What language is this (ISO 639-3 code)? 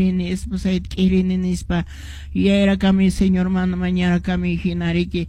que